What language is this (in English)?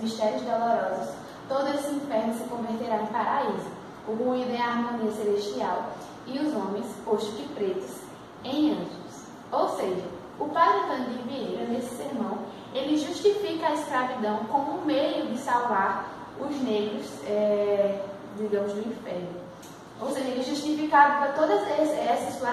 Portuguese